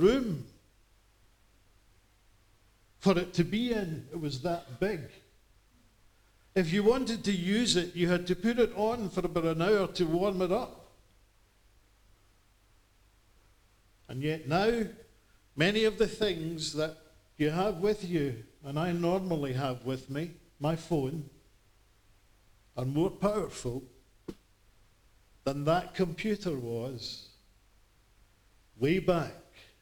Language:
English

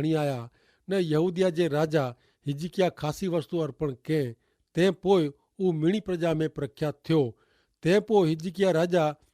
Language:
Kachhi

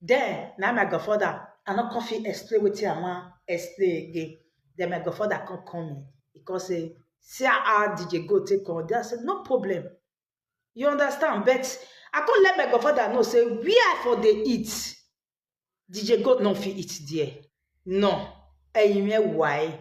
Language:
Nigerian Pidgin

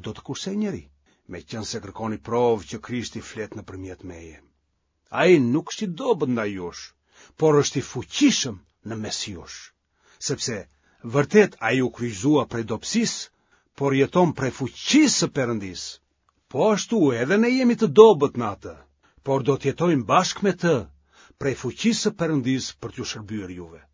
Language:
Albanian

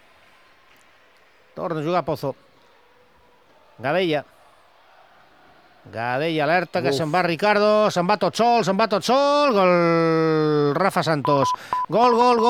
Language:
Catalan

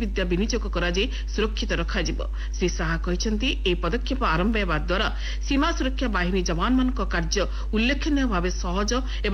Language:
Odia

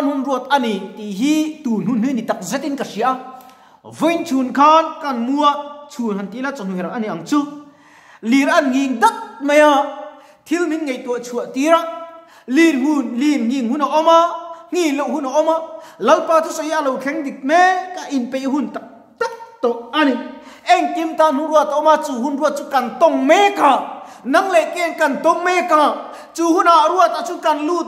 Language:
Mizo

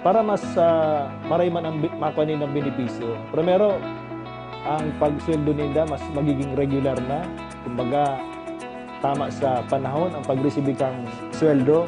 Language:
Bikol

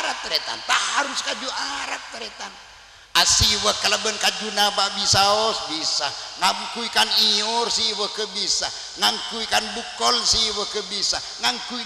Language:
Madurese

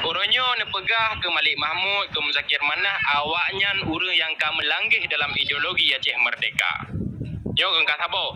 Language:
Achinese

